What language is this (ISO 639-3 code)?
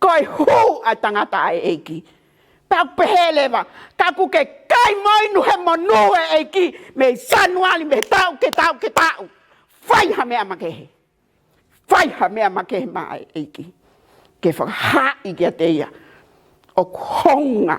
ton